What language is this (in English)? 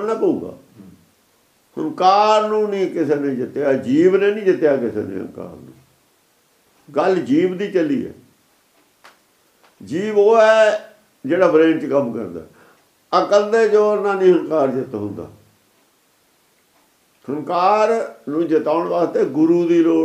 Punjabi